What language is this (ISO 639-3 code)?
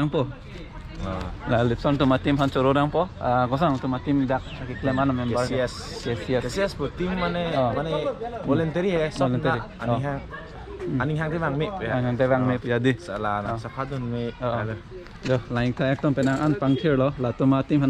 mjw